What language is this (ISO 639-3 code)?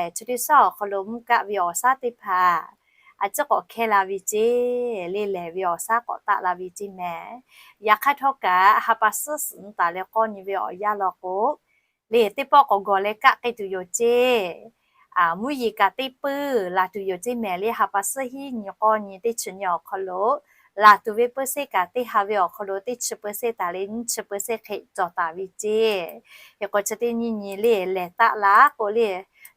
lhu